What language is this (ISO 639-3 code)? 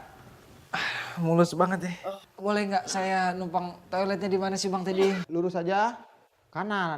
bew